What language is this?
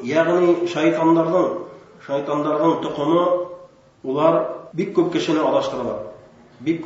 Bashkir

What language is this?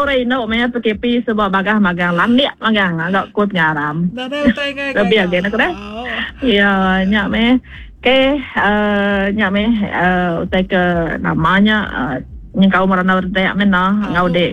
Iban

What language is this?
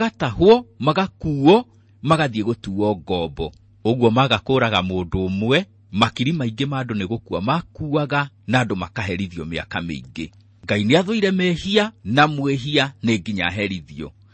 Kikuyu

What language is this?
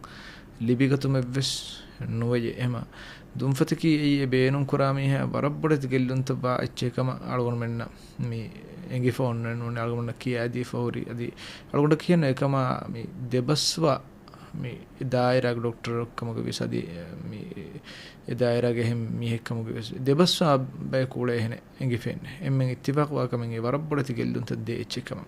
Divehi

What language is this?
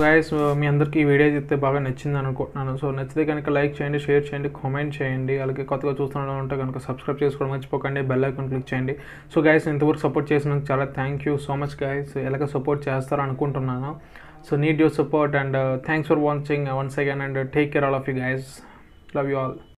Telugu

